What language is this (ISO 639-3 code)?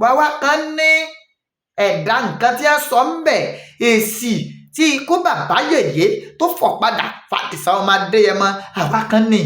yor